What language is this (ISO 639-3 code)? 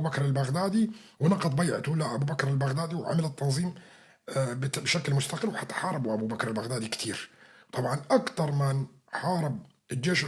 apc